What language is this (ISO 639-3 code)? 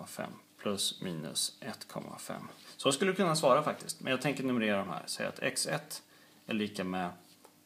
swe